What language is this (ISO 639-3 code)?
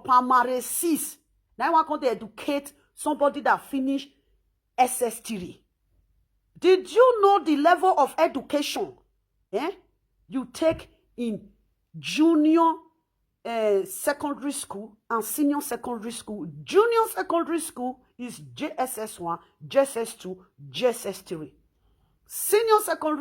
pcm